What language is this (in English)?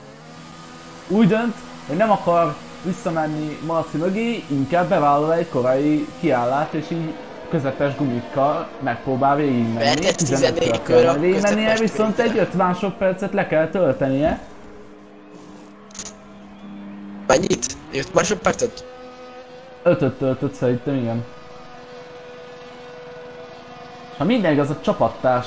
Hungarian